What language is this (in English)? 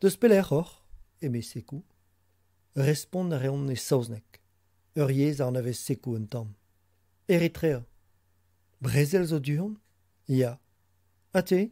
Breton